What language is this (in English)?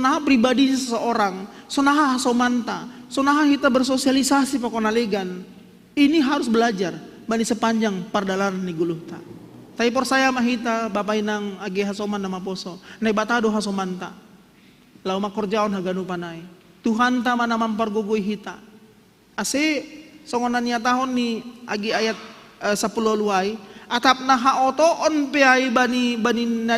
Batak Simalungun